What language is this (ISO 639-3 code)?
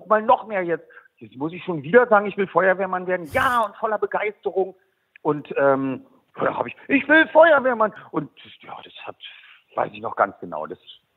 deu